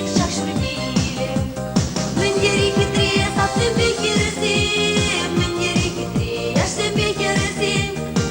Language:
Chuvash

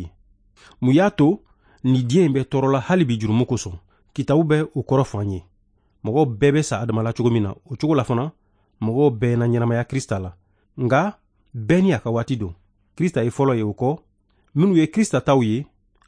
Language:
Bambara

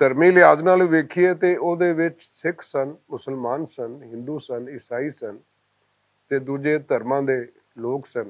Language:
Western Panjabi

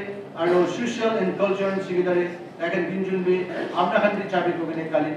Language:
Naga Pidgin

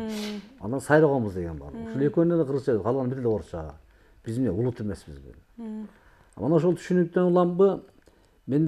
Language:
Kyrgyz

